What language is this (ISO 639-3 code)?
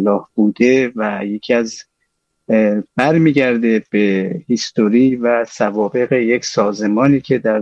fas